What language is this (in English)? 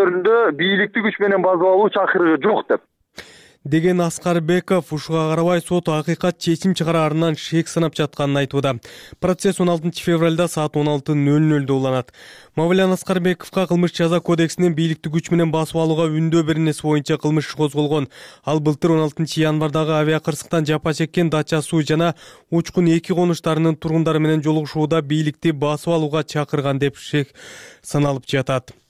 Kyrgyz